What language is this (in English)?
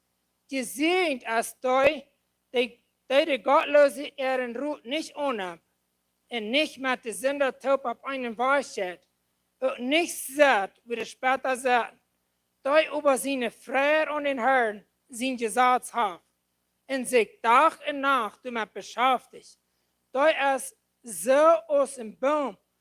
Plautdietsch